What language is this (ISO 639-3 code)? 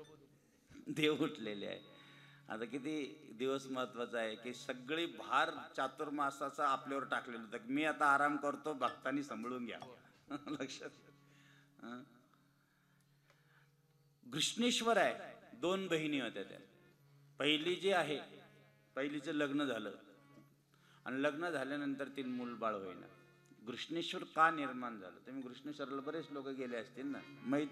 mar